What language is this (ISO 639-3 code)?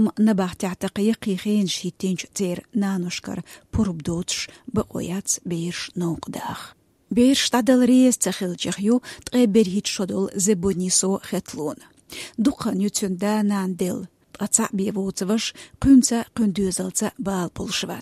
che